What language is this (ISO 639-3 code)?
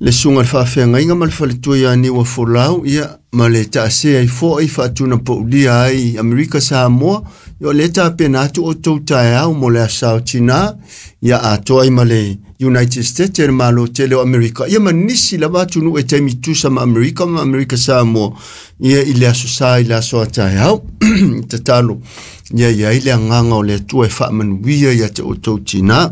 smo